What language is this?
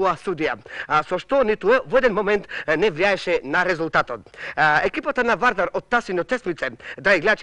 Macedonian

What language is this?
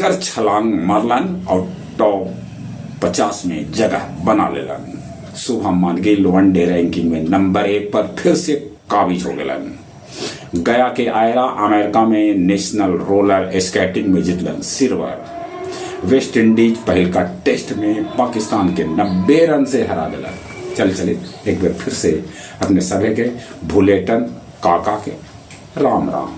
Magahi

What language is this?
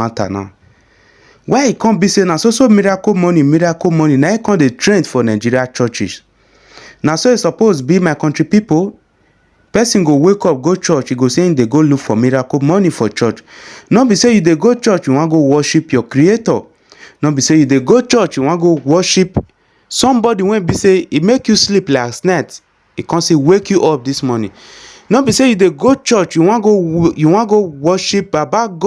Nigerian Pidgin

